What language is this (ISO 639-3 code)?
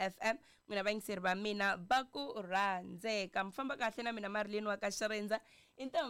tso